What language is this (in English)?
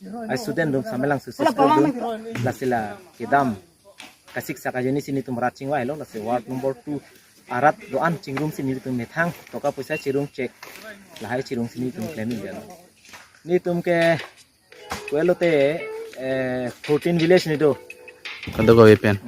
Karbi